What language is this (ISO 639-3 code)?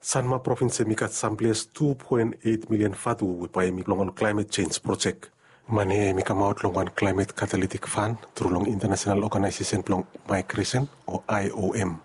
bis